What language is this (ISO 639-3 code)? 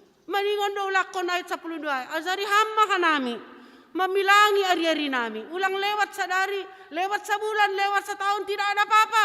bts